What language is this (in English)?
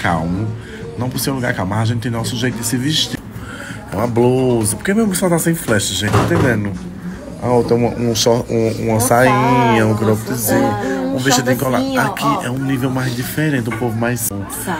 Portuguese